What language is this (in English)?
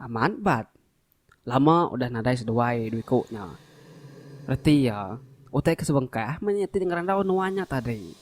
Iban